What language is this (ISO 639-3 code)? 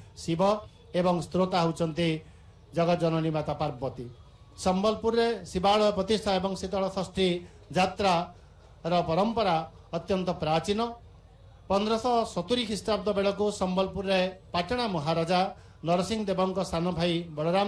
ori